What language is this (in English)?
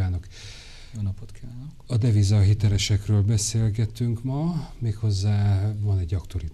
Hungarian